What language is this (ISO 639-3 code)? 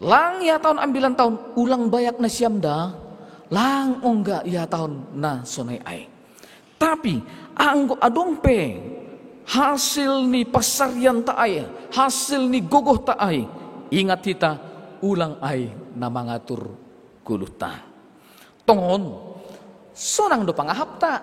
bts